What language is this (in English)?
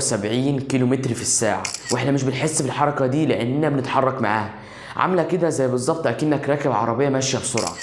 Egyptian Arabic